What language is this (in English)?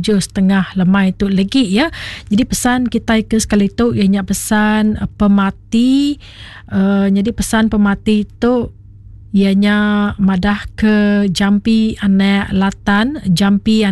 Iban